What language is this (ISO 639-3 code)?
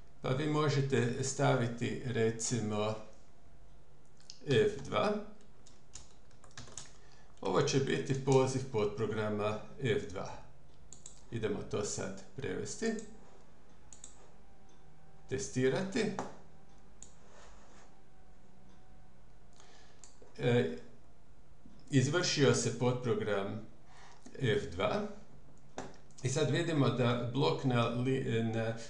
hrv